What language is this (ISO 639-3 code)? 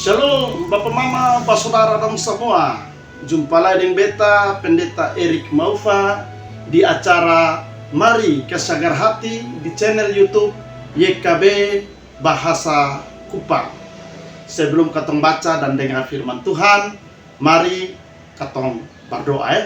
mkn